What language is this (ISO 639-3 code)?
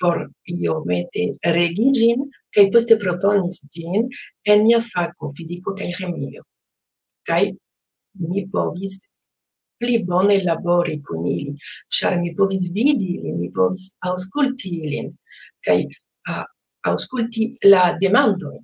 epo